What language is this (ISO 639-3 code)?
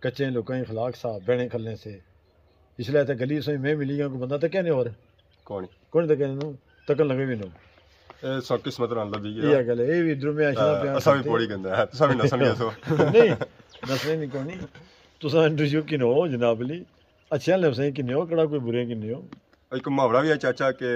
phr